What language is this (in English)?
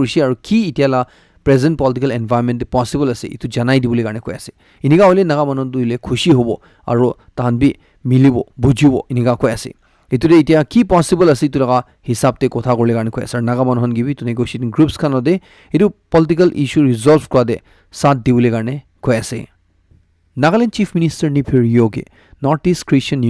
Naga Pidgin